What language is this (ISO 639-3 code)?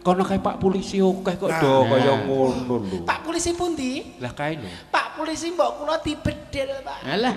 jav